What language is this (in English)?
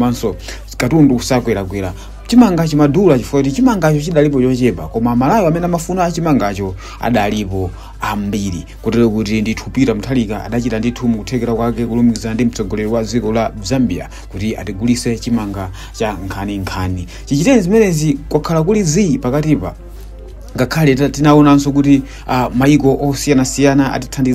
Nyanja